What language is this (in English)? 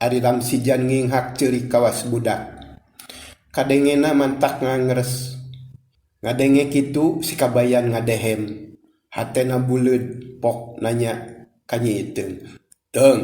Sundanese